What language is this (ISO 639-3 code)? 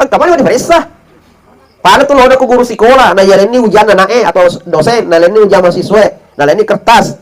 bug